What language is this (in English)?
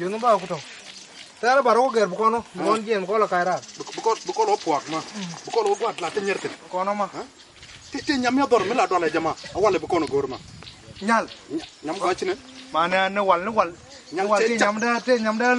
Nuer